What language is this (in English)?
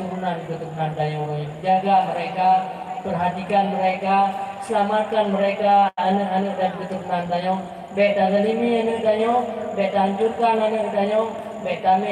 Achinese